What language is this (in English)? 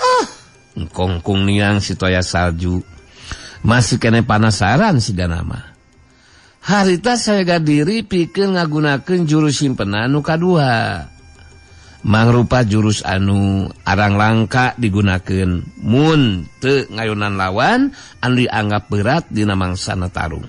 Sundanese